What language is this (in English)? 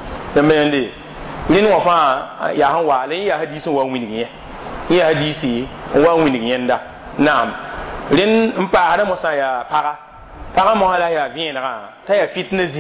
Mossi